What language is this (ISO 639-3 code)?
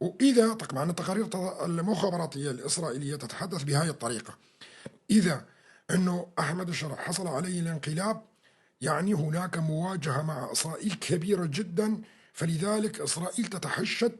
apc